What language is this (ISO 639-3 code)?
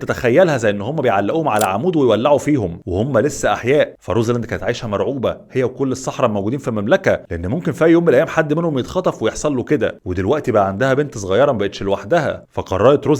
arz